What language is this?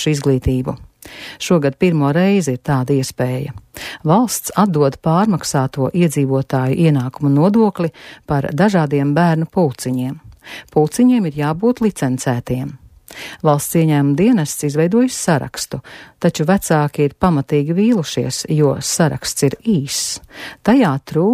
Latvian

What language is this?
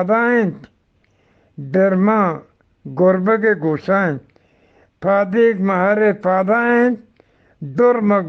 Eastern Balochi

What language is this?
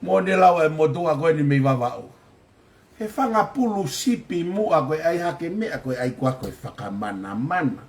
Tongan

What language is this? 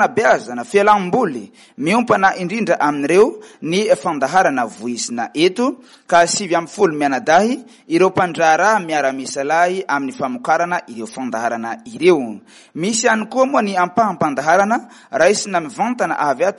Malagasy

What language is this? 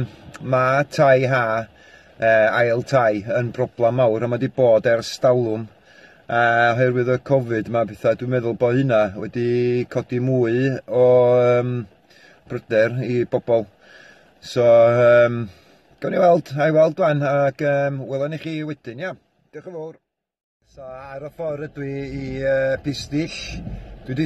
Welsh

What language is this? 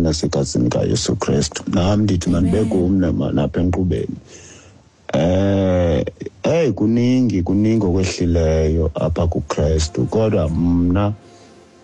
Xhosa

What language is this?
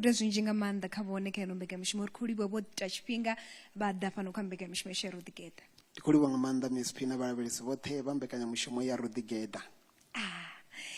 Venda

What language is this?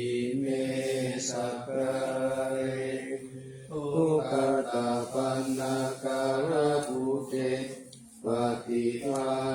Pali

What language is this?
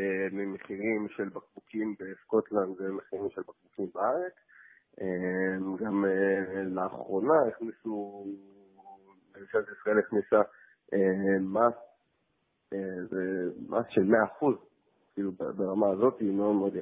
Hebrew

